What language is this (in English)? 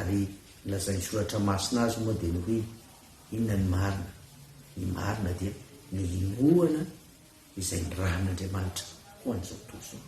Malagasy